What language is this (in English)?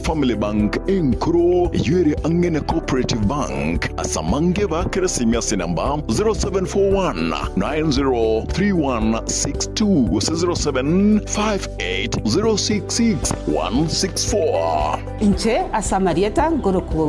Gusii